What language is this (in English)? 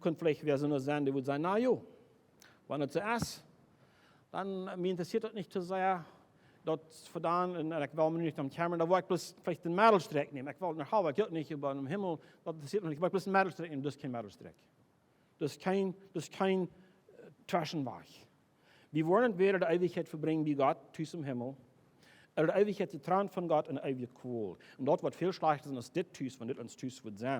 Plautdietsch